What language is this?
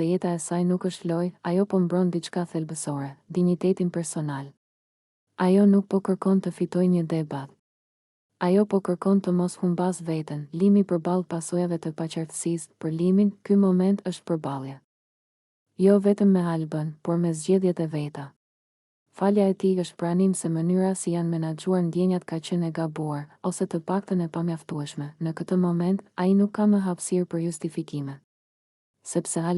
Albanian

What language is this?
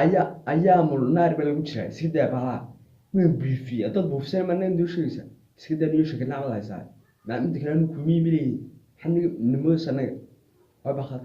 Somali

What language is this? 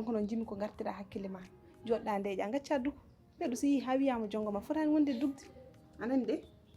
Fula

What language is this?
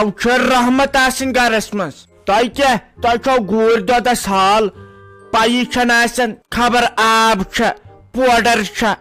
Kashmiri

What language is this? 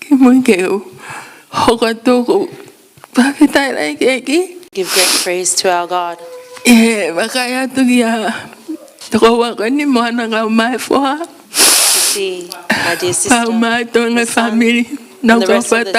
Tongan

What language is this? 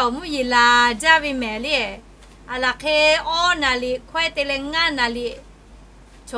Lahu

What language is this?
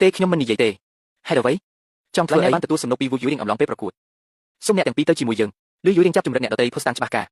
Khmer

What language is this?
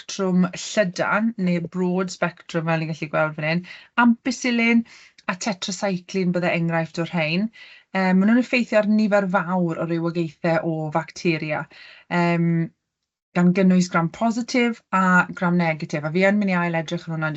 Welsh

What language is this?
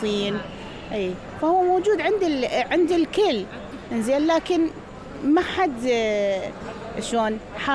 Mesopotamian Arabic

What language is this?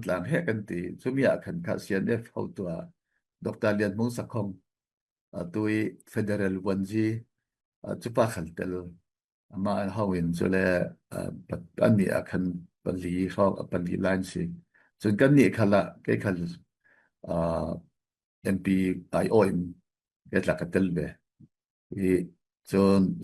Falam Chin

